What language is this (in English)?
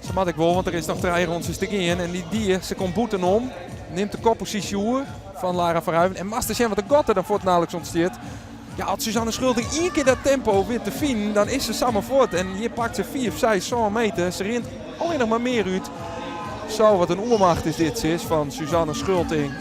Western Frisian